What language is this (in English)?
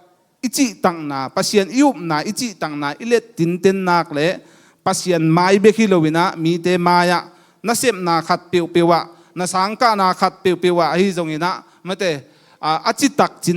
Tedim Chin